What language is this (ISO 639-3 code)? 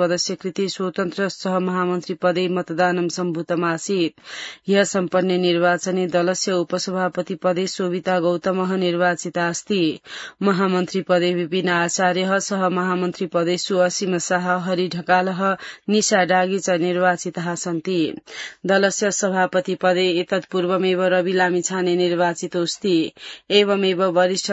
san